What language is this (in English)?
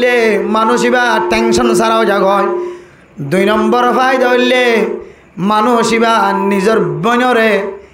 Rohingya